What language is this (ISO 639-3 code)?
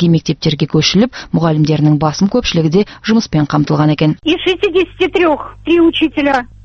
kaz